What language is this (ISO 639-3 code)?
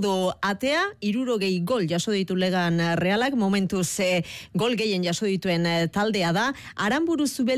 eus